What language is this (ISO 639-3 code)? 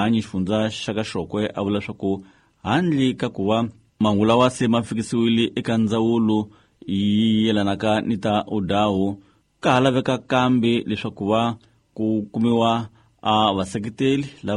tso